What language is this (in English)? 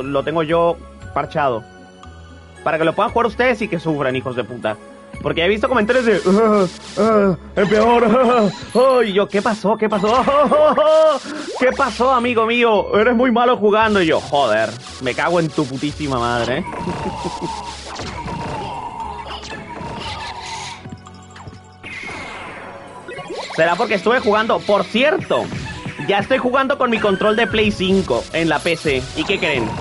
Spanish